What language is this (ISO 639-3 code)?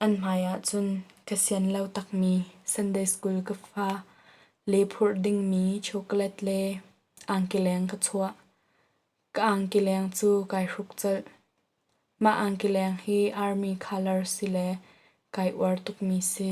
cnh